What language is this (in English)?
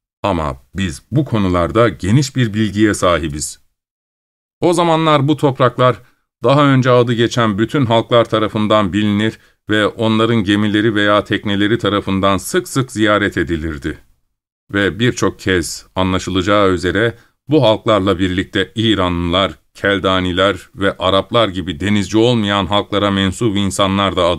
Turkish